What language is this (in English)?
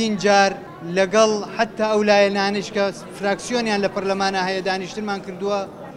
Central Kurdish